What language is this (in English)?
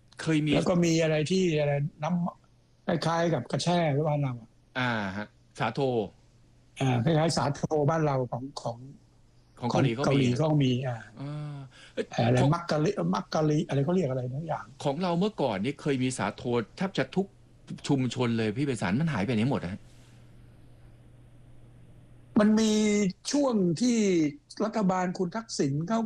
Thai